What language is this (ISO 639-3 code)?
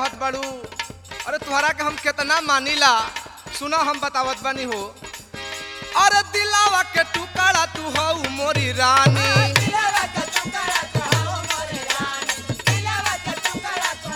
bho